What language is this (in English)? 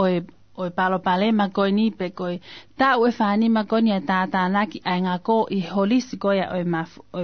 Tongan